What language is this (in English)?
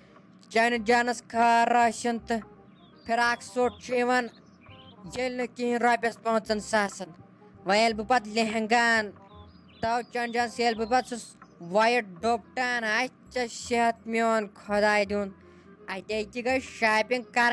Kashmiri